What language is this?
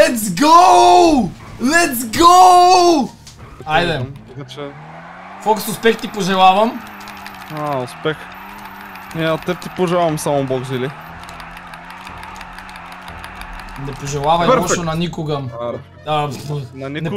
Bulgarian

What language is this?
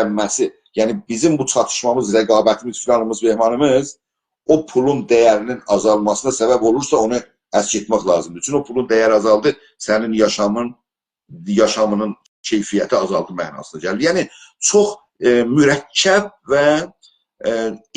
South Azerbaijani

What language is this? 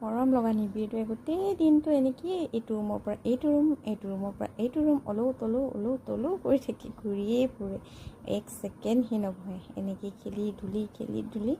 Assamese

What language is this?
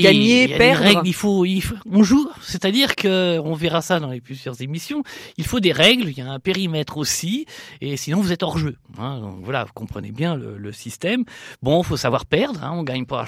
French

